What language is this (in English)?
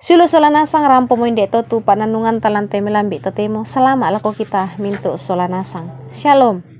Toraja-Sa'dan